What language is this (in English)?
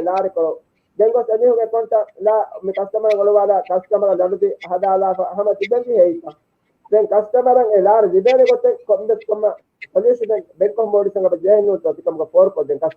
Divehi